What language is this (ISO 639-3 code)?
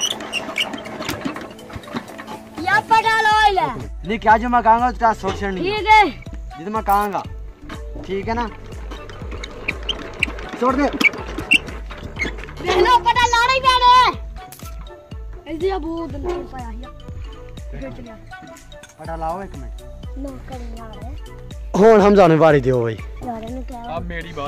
pan